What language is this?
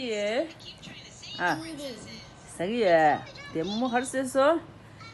Tibetan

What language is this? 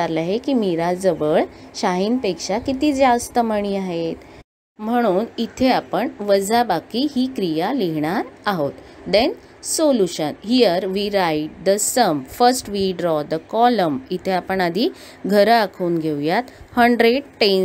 Marathi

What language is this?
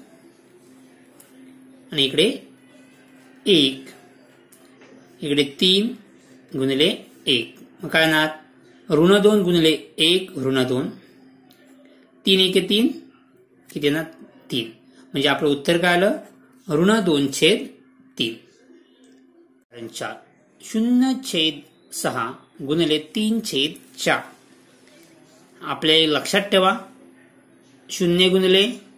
Marathi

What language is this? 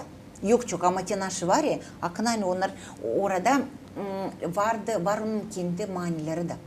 Gagauz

